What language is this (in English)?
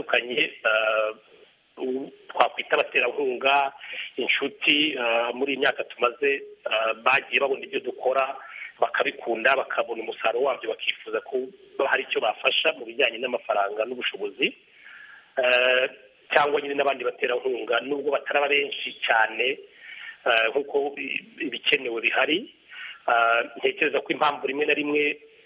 Kinyarwanda